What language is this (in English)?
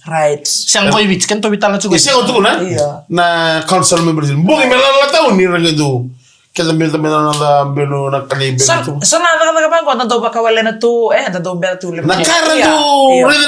Fijian